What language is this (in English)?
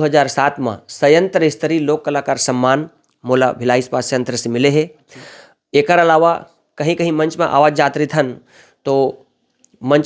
Chhattisgarhi